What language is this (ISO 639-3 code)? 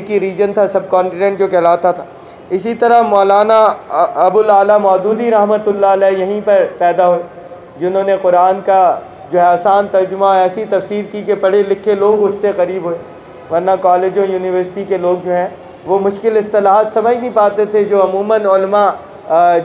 urd